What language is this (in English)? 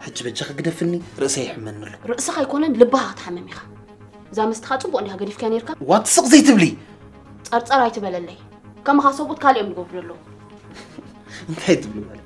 Tigrinya